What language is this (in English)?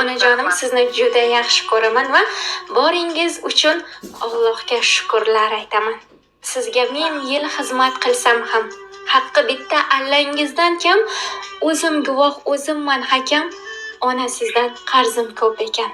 Uzbek